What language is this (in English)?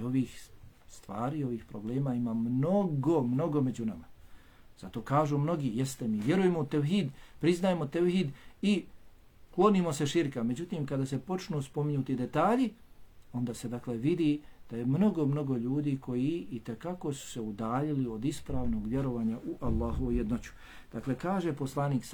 Bosnian